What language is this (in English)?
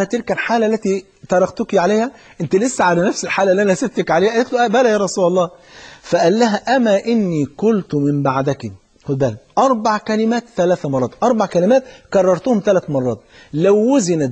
Egyptian Arabic